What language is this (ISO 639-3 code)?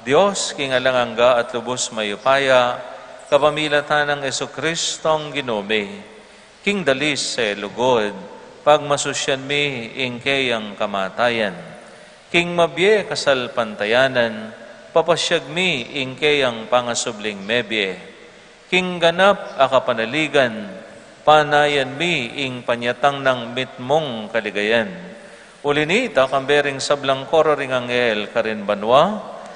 pam